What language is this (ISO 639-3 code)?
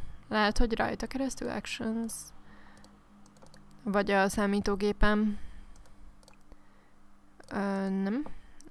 hun